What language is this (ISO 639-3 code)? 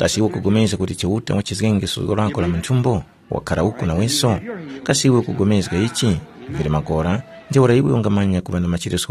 tum